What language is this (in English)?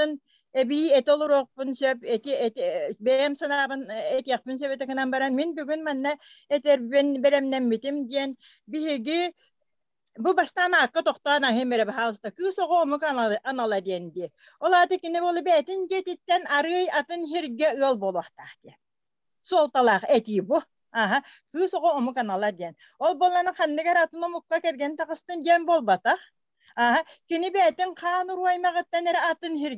Yakut